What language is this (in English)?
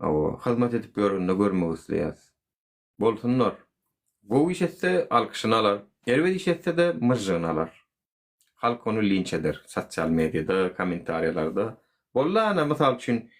Turkmen